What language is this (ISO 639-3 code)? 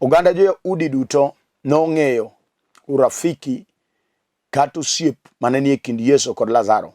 luo